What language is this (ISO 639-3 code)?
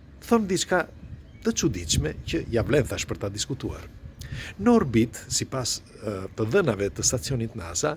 sqi